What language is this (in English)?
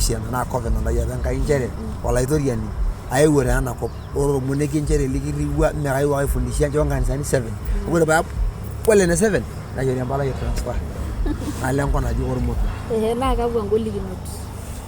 Masai